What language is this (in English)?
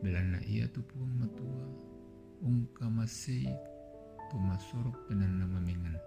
Toraja-Sa'dan